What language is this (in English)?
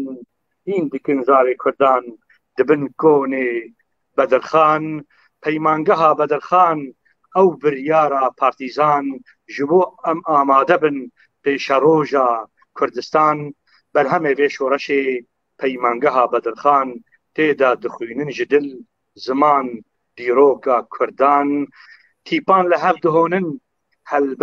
Kurdish